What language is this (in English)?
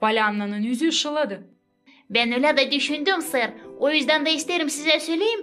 Gagauz